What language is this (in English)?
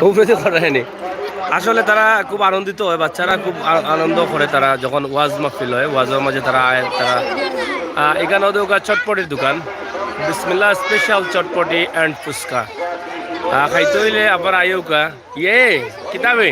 Sylheti